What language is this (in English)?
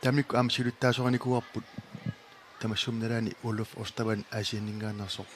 Kalaallisut